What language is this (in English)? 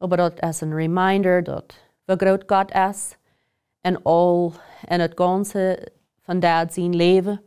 Plautdietsch